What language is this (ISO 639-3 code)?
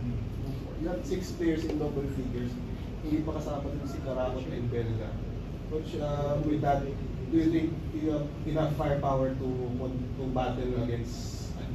fil